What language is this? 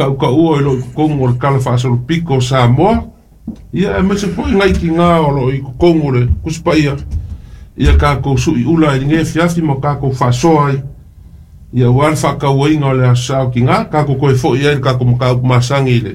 Samoan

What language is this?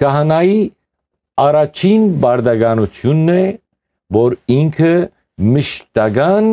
Western Armenian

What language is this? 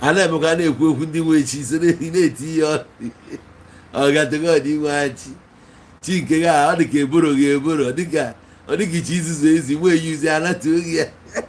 Igbo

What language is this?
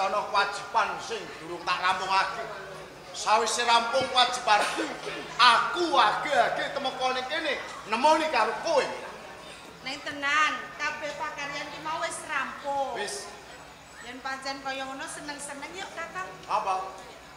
Javanese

